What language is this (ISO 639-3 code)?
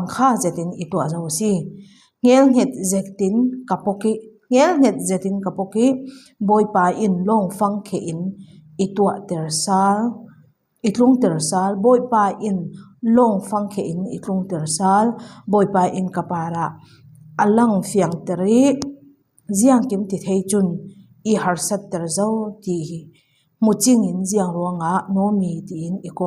cfm